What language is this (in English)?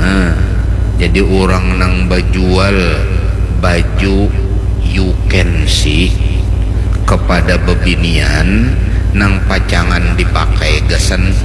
Banjar